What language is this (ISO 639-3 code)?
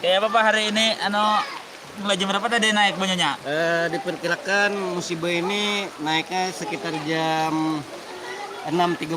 bjn